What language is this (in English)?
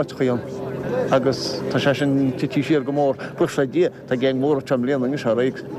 Irish